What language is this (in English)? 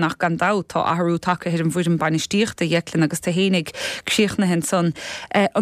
Irish